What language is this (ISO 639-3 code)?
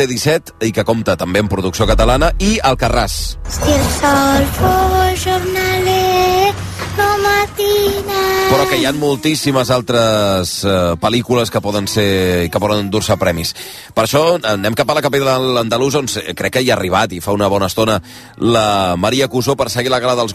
cat